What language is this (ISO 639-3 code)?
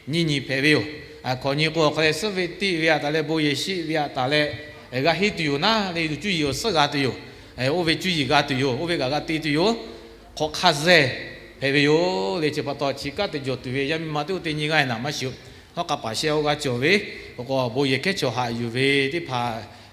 lhu